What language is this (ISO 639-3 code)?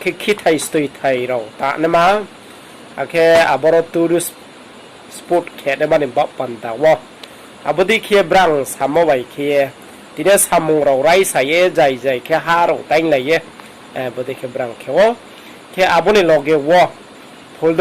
ria